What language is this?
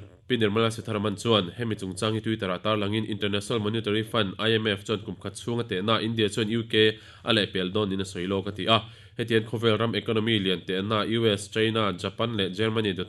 Mizo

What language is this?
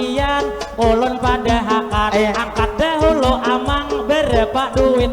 Banjar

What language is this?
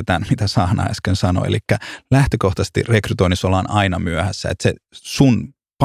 Finnish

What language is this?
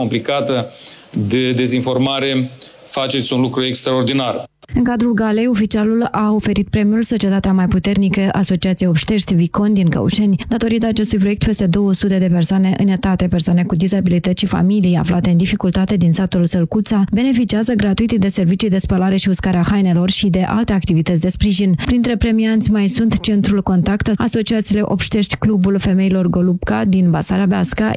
Romanian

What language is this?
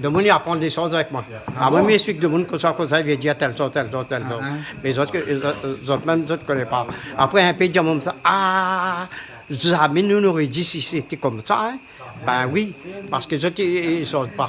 Réunion Creole French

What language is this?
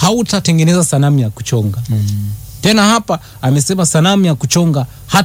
Swahili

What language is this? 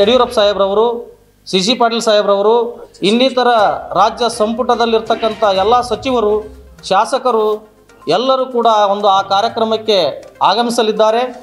Kannada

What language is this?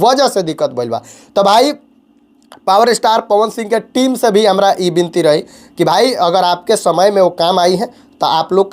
Bhojpuri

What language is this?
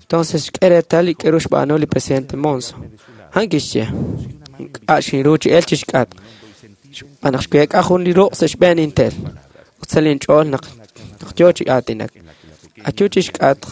Kekchí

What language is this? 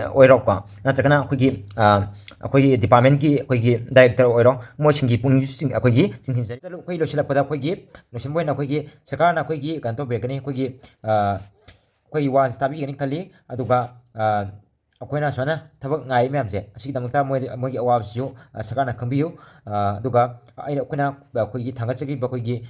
Manipuri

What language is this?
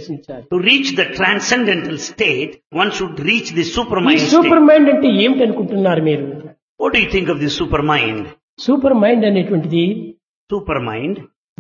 Telugu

